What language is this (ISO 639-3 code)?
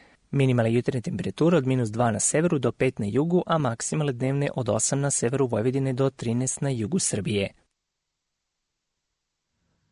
srp